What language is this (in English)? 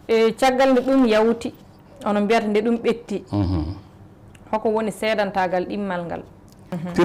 Fula